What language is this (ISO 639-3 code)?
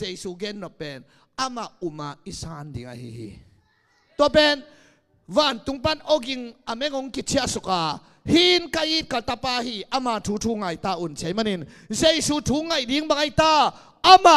ctd